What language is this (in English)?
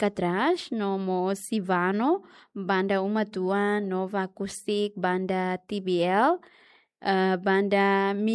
Tetum